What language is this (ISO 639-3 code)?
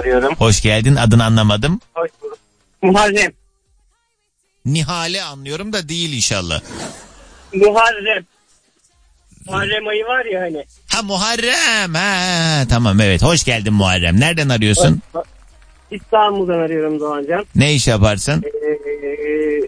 tur